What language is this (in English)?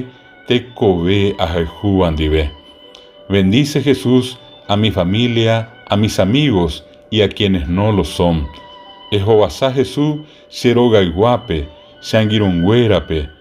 Guarani